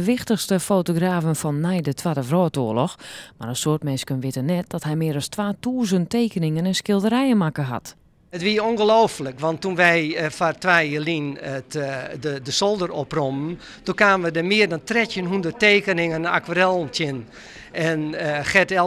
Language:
Western Frisian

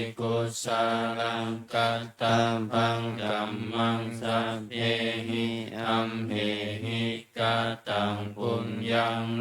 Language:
Pali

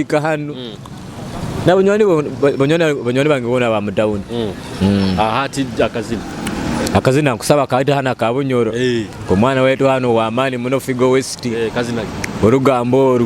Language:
Nyoro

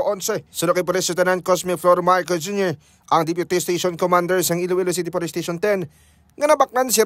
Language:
Hiligaynon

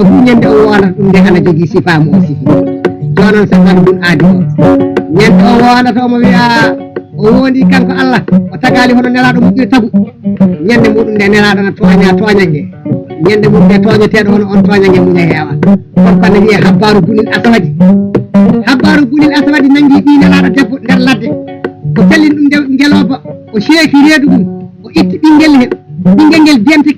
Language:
Fula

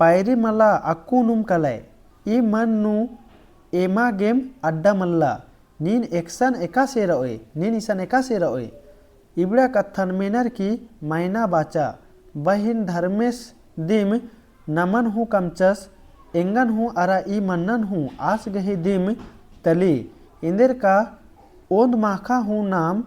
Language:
Kurukh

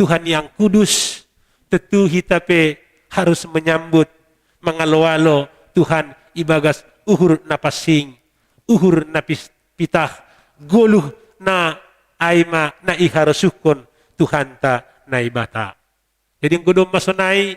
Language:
Batak Simalungun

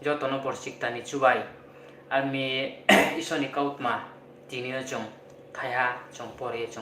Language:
Riang (India)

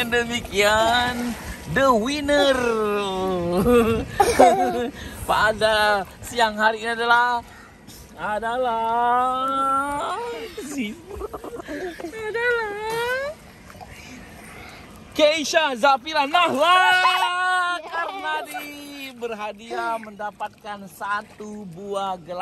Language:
Indonesian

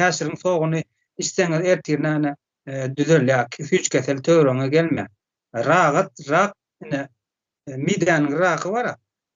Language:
Turkmen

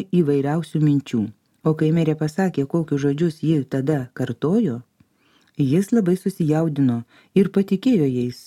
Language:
Lithuanian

